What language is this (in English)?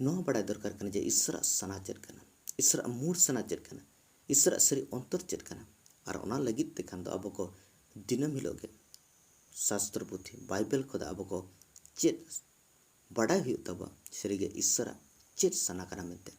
Santali